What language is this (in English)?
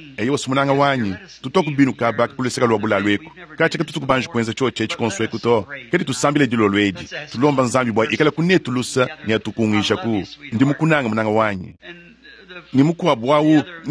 Luba-Lulua